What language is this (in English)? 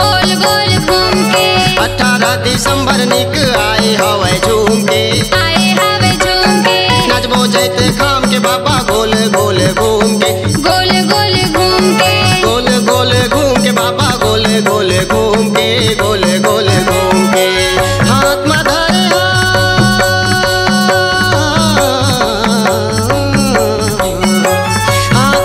Chhattisgarhi